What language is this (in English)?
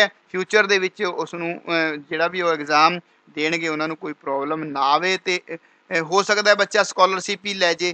Punjabi